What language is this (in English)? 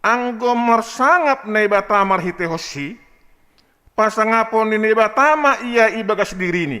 Batak Simalungun